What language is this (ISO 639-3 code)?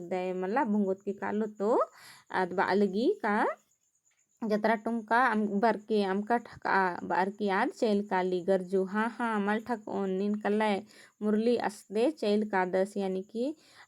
kru